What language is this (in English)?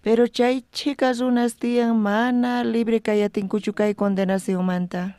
South Bolivian Quechua